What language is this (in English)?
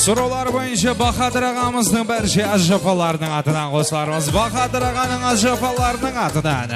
Kara-Kalpak